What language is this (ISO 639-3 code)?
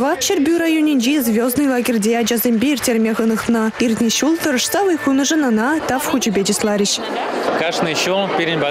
chv